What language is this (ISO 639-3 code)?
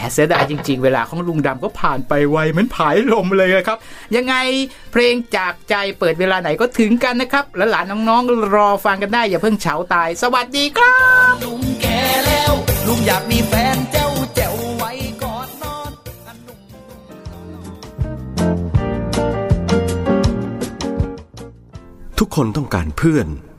tha